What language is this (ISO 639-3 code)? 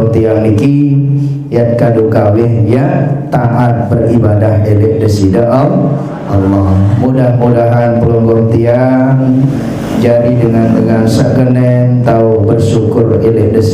sas